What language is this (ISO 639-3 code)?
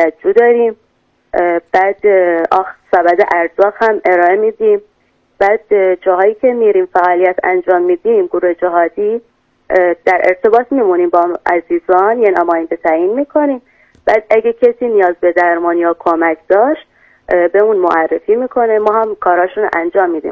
fas